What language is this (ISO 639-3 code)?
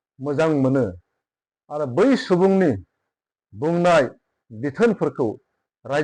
brx